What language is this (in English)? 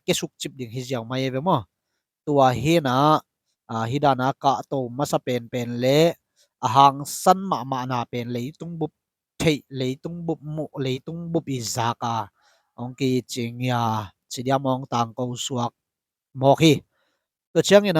Tedim Chin